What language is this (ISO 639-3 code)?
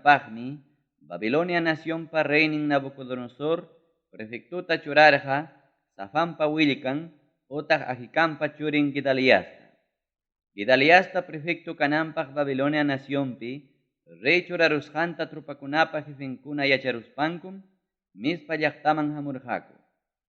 quy